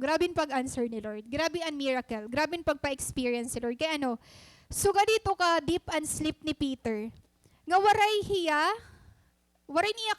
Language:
Waray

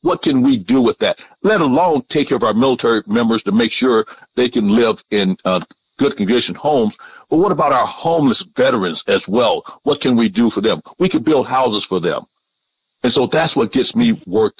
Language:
English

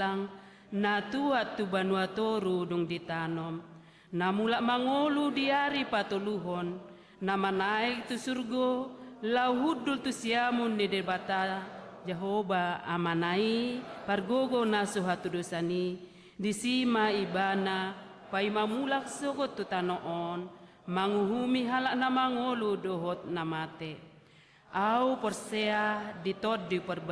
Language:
Batak Toba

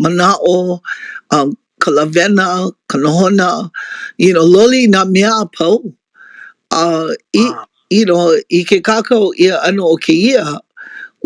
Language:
Hawaiian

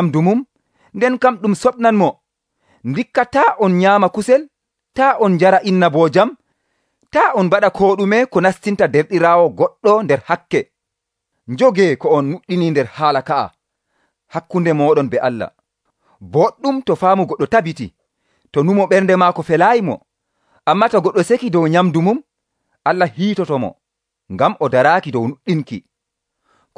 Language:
Nigerian Fulfulde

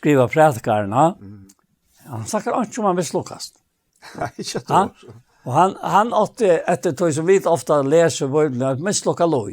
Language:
Faroese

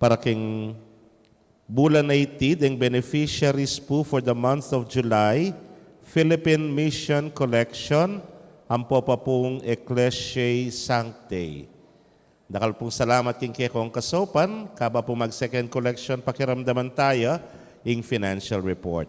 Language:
Pampanga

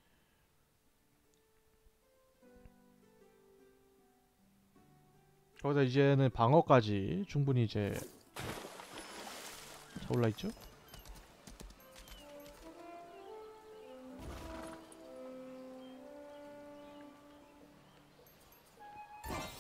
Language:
Korean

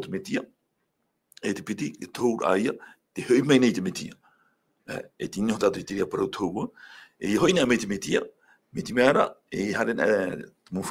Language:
Tahitian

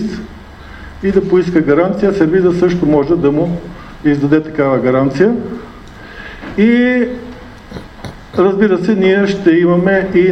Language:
Bulgarian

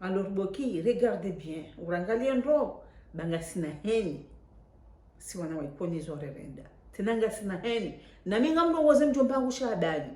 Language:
Ngazidja Comorian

